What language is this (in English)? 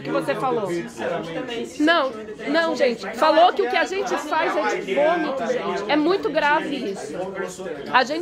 Portuguese